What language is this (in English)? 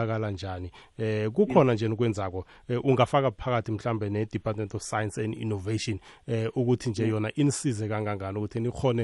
South Ndebele